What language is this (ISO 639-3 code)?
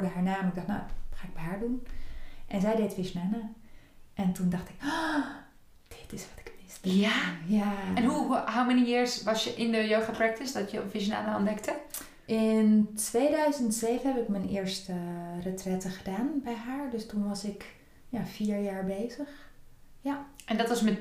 nld